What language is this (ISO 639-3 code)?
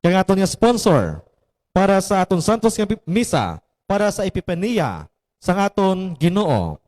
hil